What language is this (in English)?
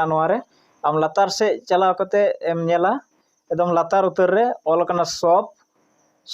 Santali